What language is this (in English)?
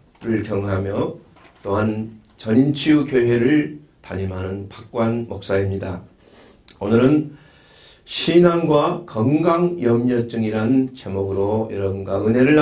Korean